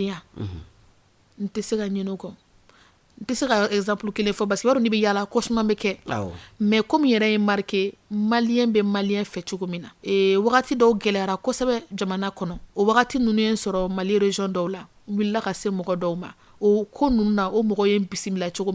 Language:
Bambara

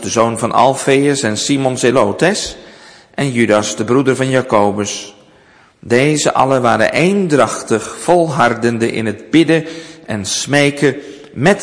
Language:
Dutch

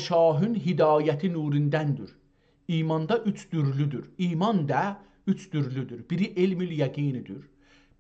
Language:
South Azerbaijani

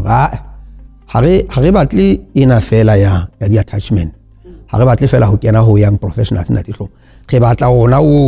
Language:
Southern Sotho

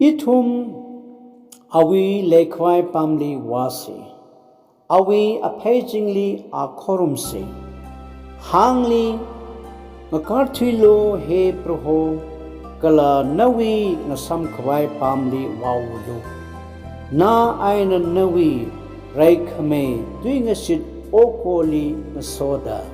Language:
Tangkhul Naga (India)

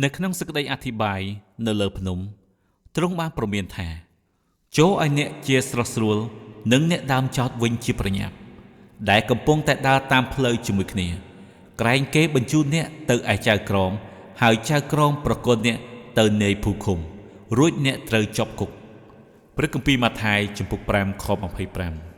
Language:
Khmer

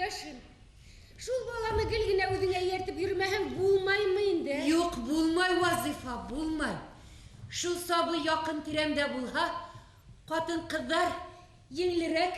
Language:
Bashkir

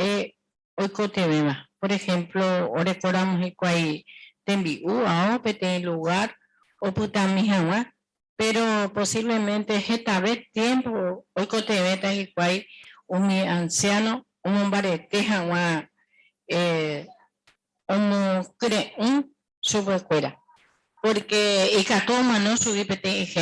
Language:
Guarani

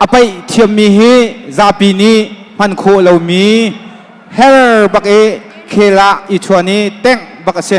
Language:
Hakha Chin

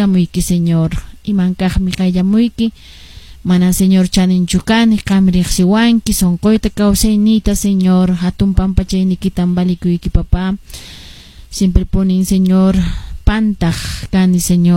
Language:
Quechua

